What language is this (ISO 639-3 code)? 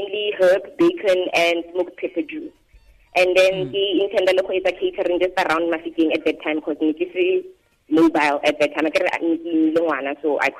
tsn